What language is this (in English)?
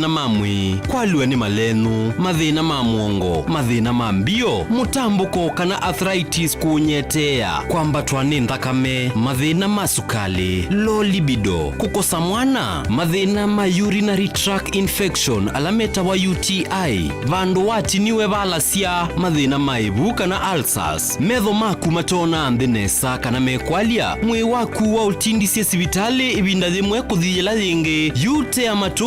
Kamba